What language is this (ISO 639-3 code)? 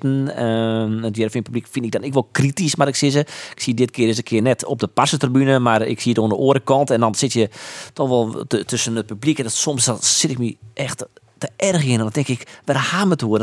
fry